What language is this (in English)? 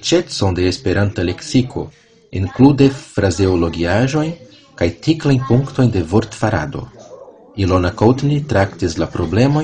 Esperanto